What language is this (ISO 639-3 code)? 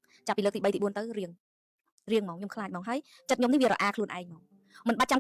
khm